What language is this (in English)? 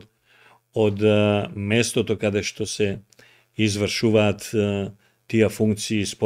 Macedonian